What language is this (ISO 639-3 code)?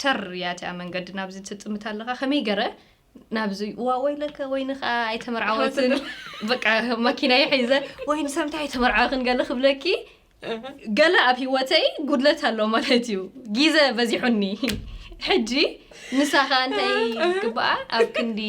tir